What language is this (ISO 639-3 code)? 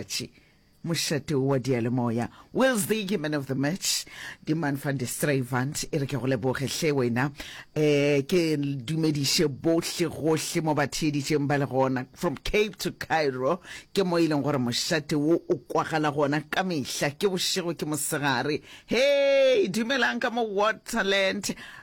nso